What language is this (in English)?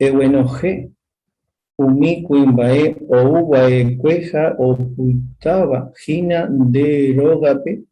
Guarani